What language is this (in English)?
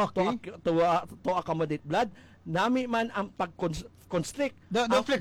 Filipino